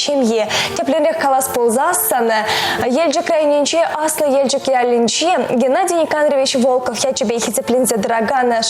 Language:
Chuvash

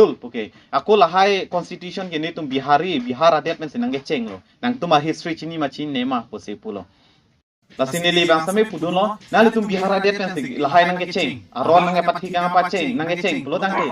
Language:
Karbi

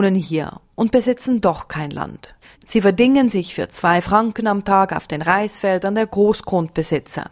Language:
German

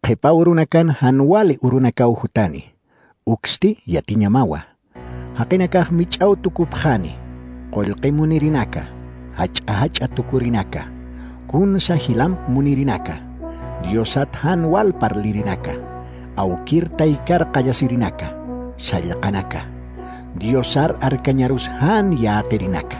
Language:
Aymara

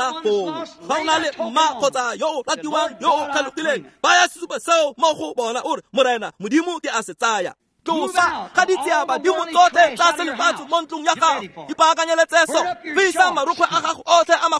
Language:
Tswana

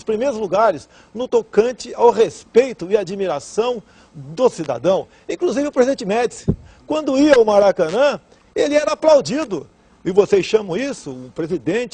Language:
Portuguese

